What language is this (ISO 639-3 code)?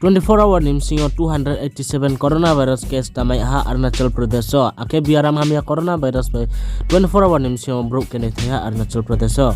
ria